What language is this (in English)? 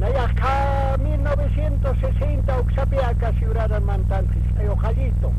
Aymara